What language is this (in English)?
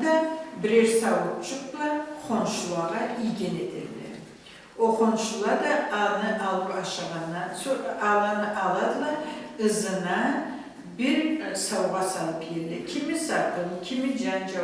Karachay-Balkar